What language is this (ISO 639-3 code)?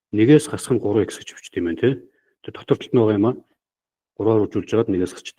mon